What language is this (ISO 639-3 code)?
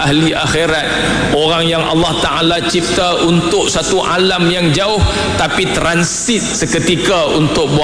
msa